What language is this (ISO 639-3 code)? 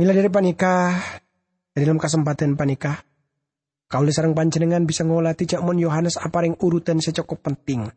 mad